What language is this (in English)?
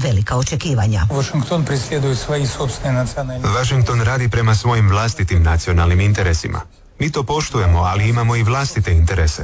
Croatian